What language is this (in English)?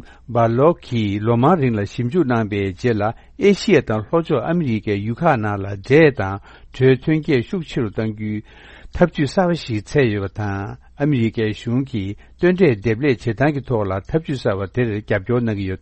Tibetan